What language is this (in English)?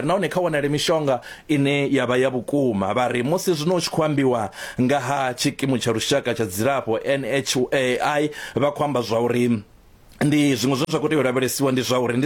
Venda